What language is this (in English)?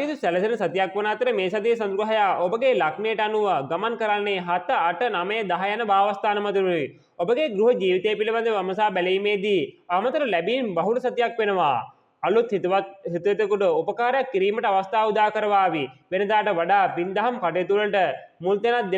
Sinhala